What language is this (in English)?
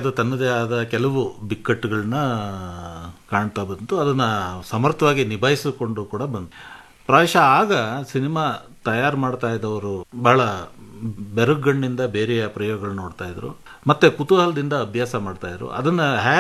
Kannada